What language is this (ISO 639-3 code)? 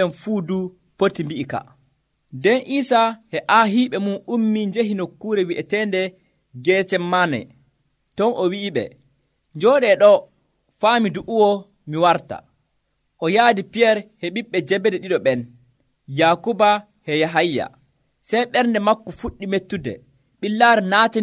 fuv